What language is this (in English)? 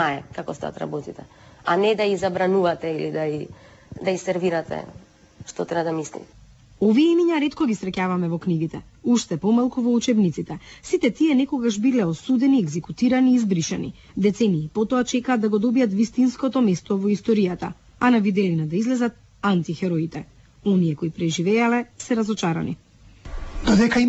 Macedonian